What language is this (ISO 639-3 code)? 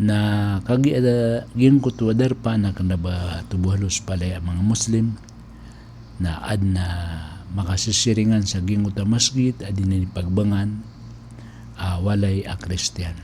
mrw